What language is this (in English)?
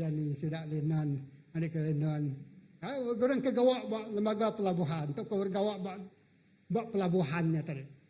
Iban